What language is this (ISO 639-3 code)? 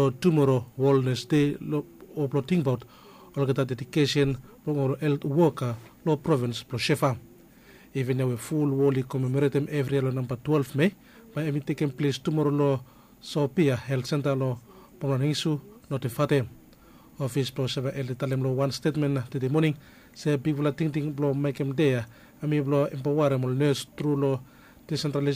bis